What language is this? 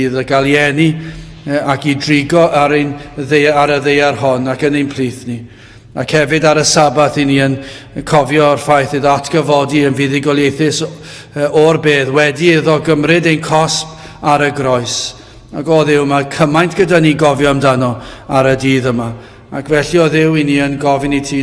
Welsh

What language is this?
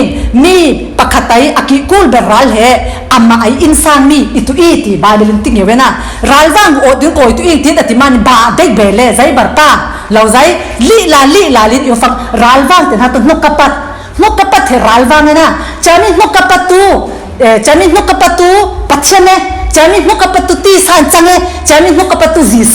Falam Chin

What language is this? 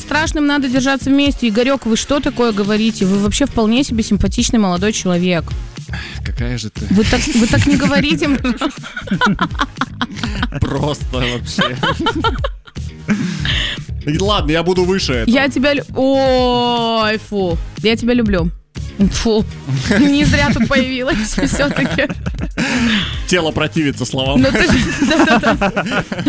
Russian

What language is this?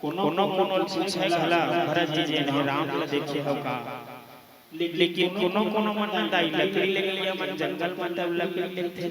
Chhattisgarhi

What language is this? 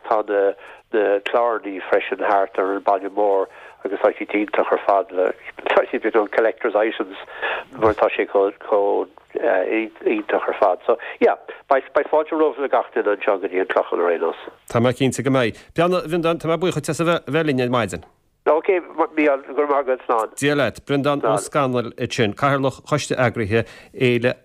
Irish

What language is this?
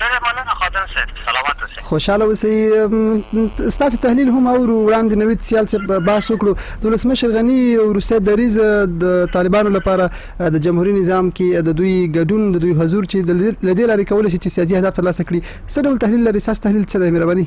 Pashto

